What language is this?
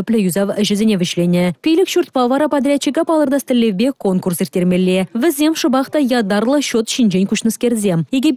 Chuvash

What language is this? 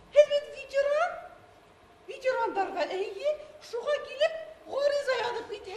Bashkir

